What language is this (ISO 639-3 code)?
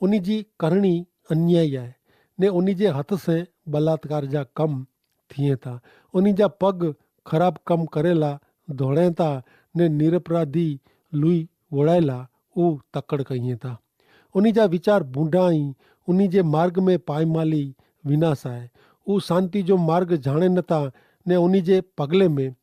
kfr